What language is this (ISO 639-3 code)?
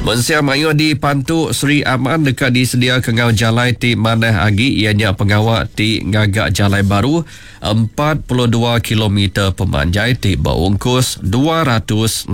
iba